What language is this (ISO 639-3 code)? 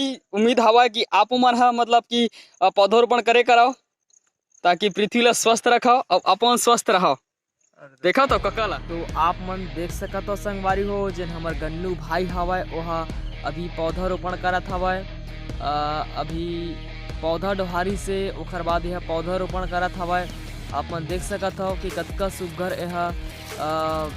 hne